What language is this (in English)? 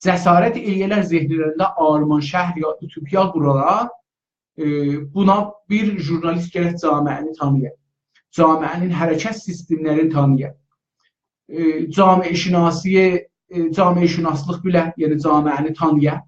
South Azerbaijani